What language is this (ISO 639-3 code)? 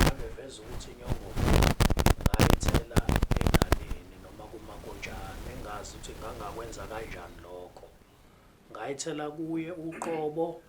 zul